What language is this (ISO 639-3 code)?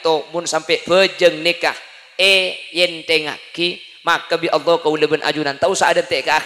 mad